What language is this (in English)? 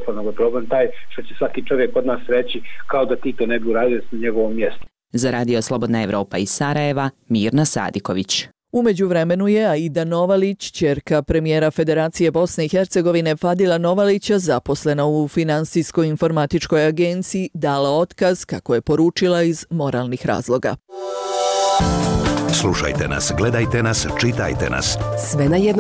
Bosnian